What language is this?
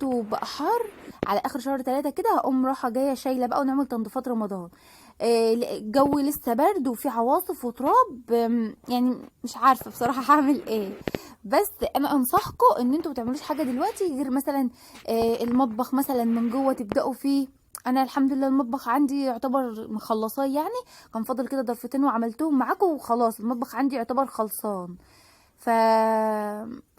Egyptian Arabic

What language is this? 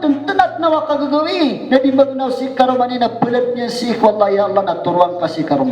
Maranao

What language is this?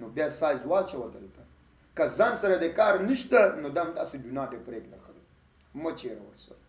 Pashto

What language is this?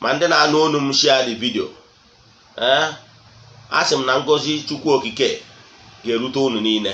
Igbo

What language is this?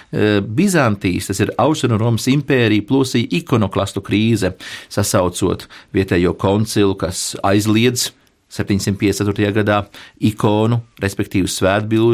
Latvian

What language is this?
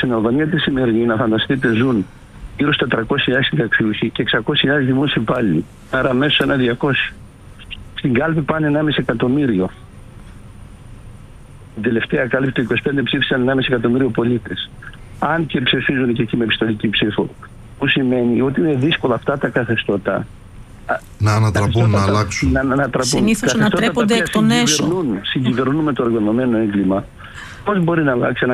Greek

